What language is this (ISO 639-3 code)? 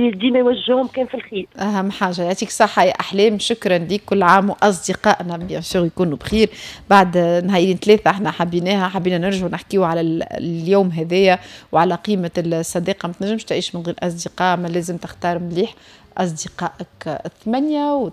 aeb